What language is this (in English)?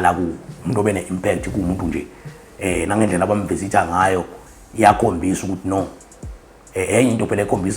Zulu